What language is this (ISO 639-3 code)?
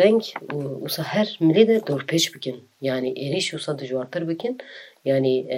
kur